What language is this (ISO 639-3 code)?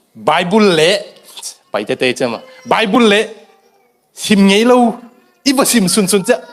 ctd